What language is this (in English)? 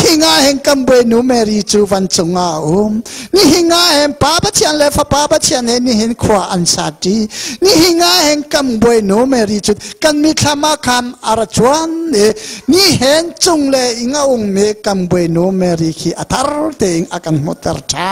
Hakha Chin